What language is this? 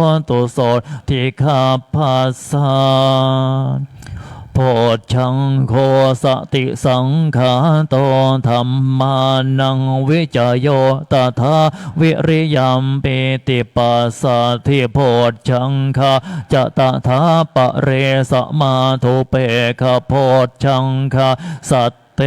Pali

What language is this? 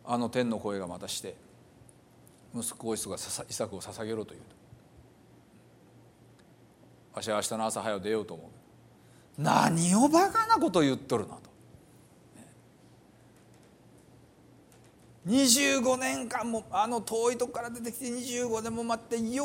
Japanese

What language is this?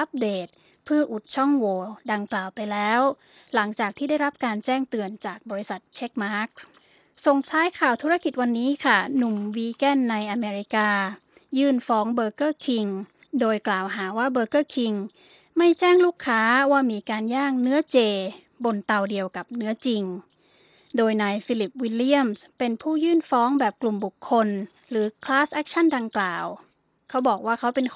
Thai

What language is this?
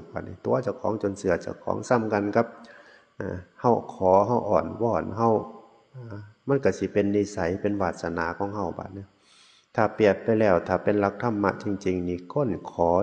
Northeastern Thai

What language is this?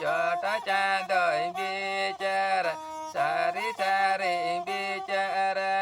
Santali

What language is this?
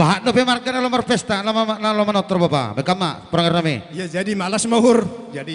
Batak Simalungun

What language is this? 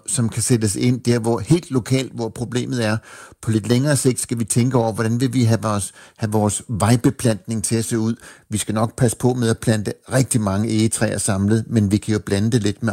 Danish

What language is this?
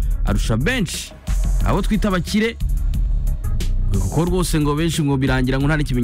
Kinyarwanda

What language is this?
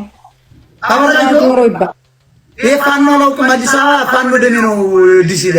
Amharic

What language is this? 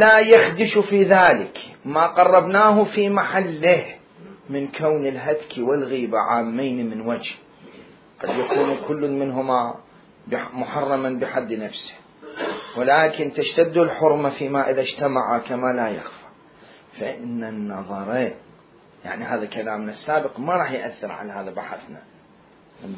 Mesopotamian Arabic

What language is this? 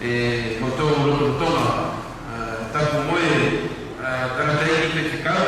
Tongan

